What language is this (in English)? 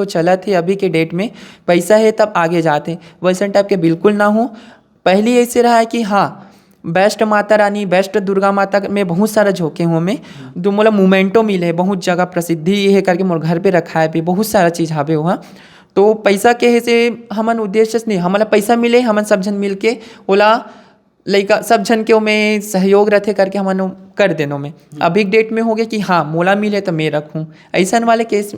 Chhattisgarhi